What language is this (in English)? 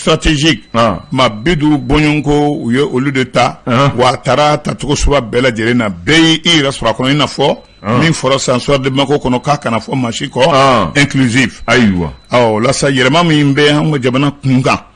Bambara